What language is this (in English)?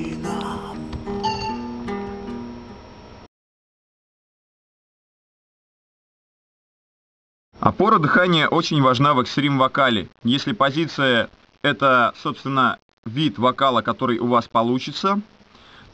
Russian